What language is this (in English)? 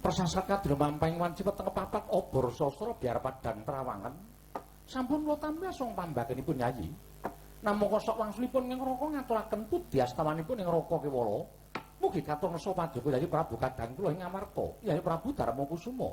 Javanese